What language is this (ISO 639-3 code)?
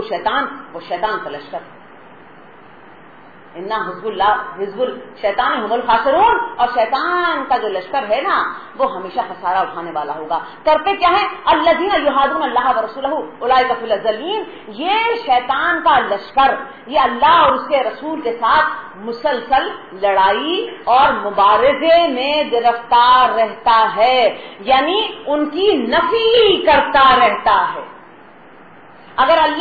urd